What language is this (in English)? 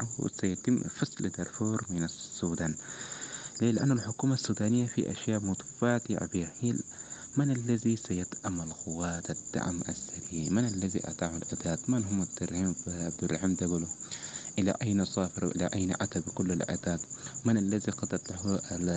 Sudanese Arabic